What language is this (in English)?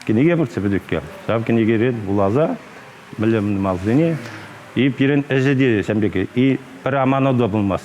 Chuvash